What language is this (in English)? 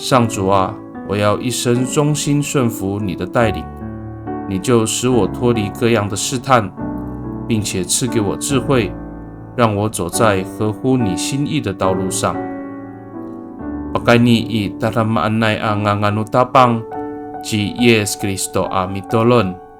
Amis